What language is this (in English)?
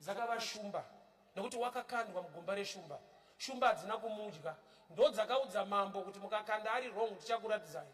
Shona